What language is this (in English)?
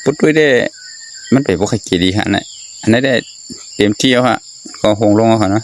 Shan